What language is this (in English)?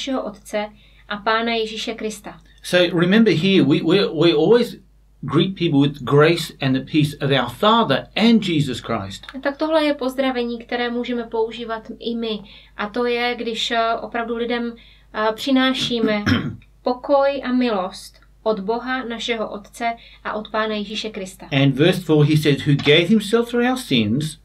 Czech